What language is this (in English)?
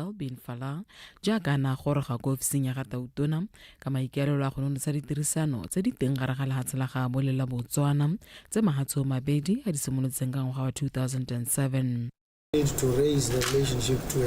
Tswana